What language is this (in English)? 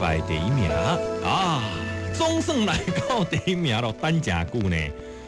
Min Nan Chinese